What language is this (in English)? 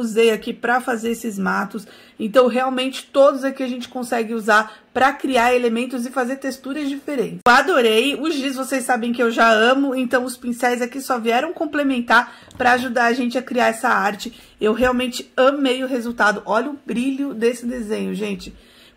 Portuguese